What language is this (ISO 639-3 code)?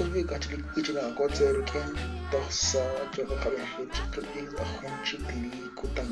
kek